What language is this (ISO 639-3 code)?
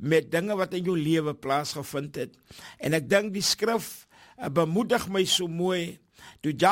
afr